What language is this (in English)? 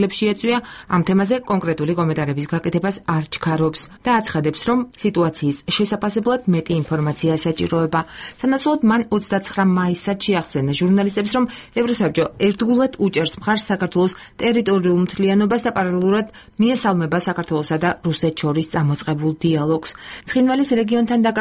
Georgian